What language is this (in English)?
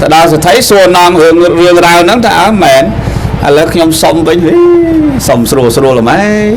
Khmer